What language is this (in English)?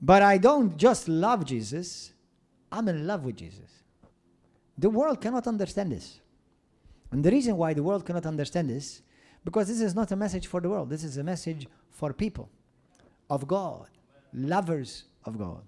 English